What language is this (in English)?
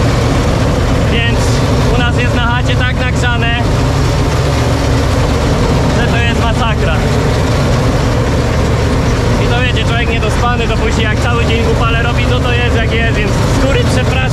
Polish